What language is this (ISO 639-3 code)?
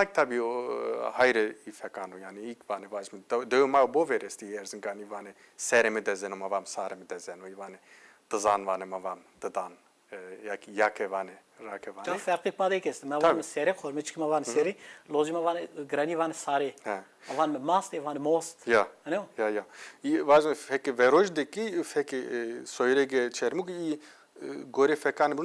zza